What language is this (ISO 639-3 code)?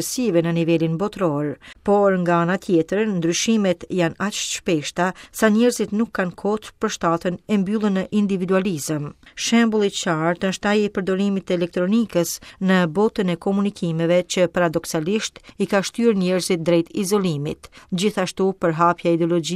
sqi